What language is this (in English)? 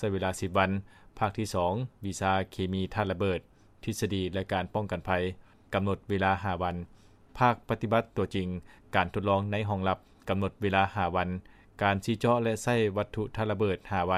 Lao